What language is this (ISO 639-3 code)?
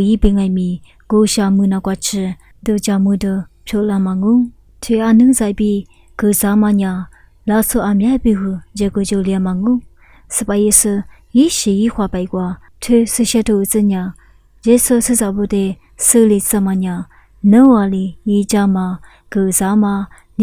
lis